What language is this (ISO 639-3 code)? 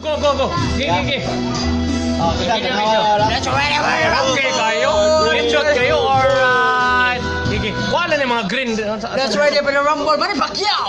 ceb